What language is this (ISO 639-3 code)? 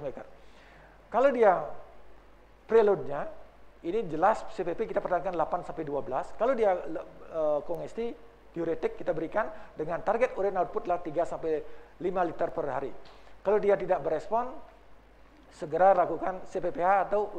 ind